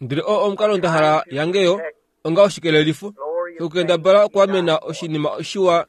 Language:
Kuanyama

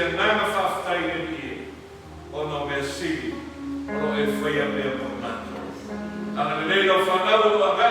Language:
Samoan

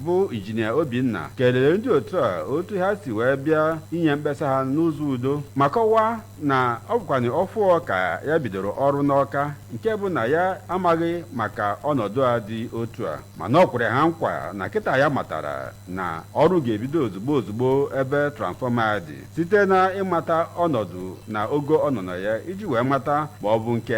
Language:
Igbo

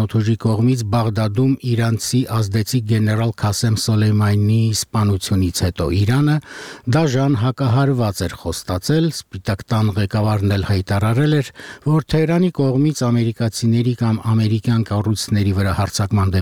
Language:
Armenian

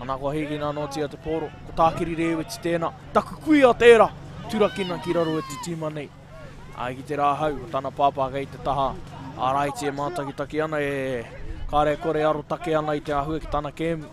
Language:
Māori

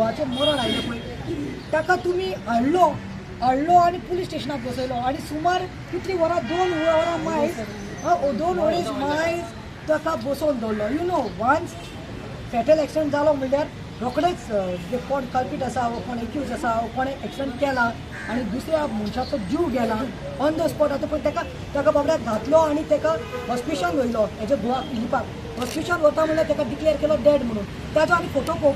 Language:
Konkani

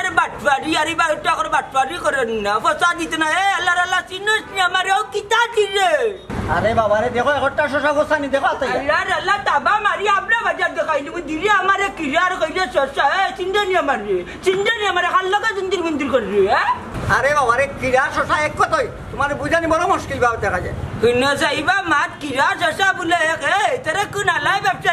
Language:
Sylheti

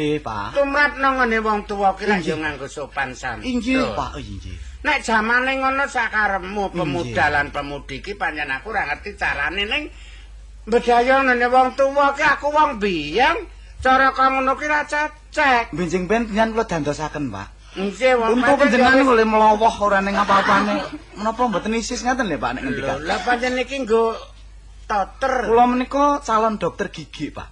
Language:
Javanese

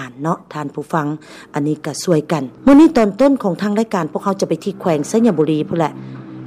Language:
Lao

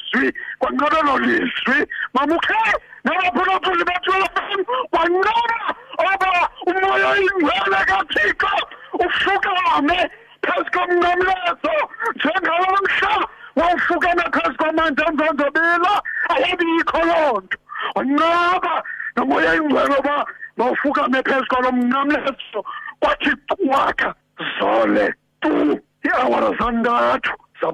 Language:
Xhosa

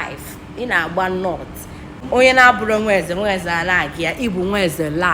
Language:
Igbo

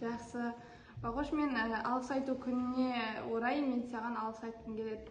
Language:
Kazakh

